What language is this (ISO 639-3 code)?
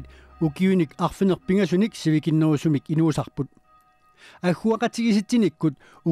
kal